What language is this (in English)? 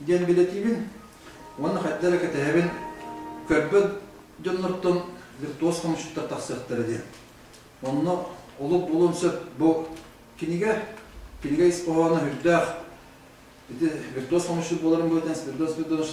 Yakut